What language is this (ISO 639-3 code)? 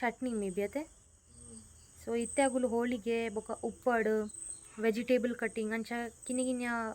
tcy